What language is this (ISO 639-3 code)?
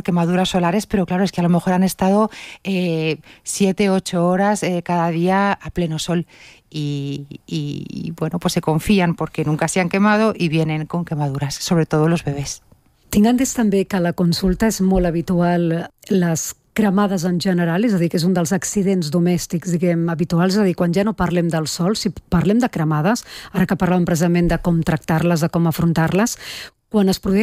cat